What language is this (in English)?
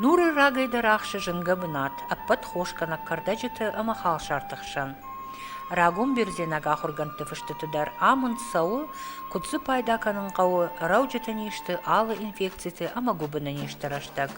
Ossetic